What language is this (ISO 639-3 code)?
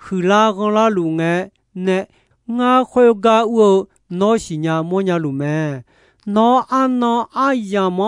ahk